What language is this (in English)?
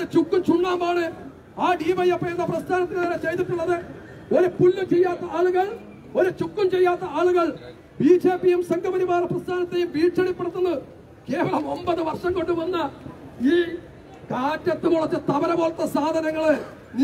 Malayalam